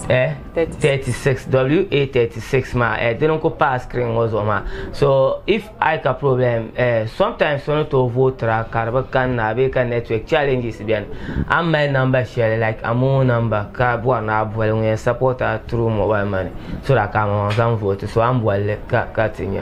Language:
Dagbani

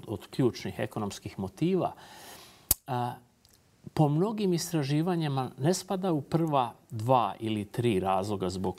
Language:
Bosnian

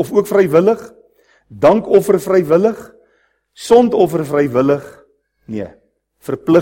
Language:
Afrikaans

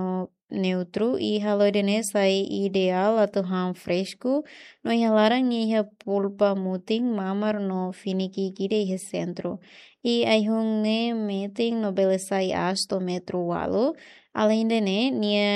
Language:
Tetum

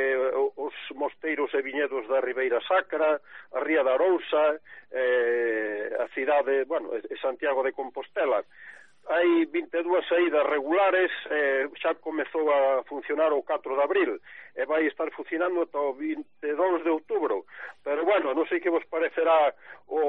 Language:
Galician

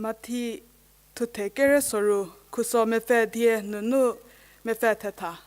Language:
Angami Naga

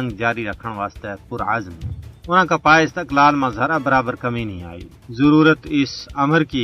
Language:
Gujari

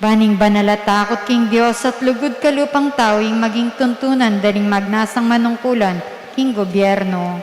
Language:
Pampanga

